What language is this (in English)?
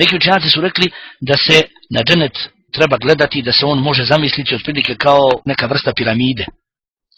Bosnian